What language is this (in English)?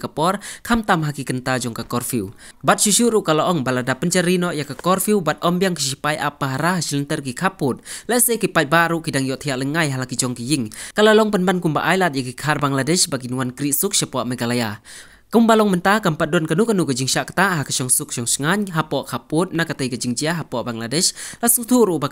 Khasi